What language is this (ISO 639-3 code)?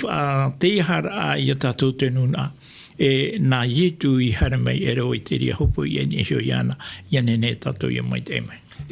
tah